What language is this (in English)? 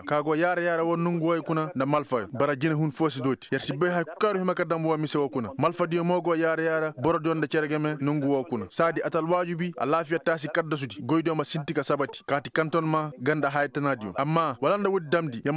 Koyraboro Senni